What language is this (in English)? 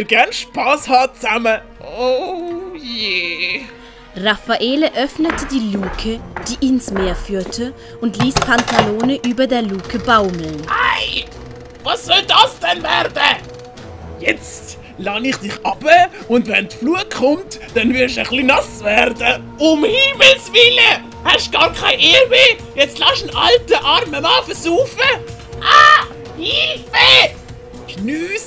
Swiss German